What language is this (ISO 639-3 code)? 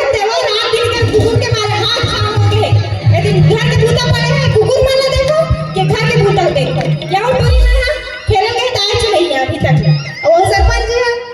hne